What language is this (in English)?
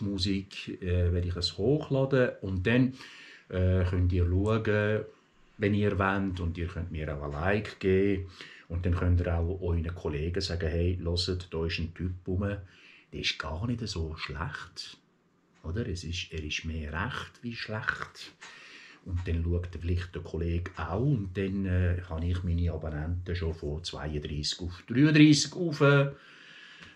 Swiss German